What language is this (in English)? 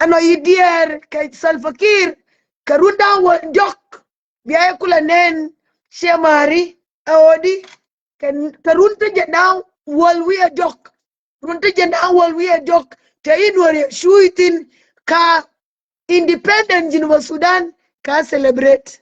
Nuer